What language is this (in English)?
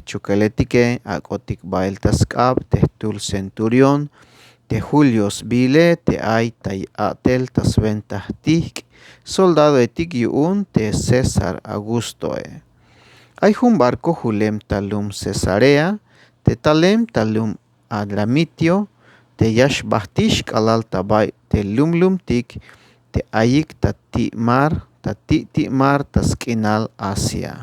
Tzeltal